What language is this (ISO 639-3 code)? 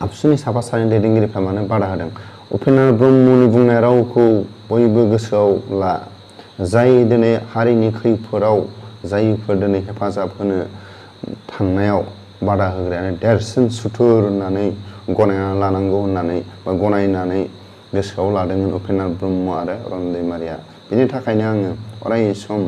brx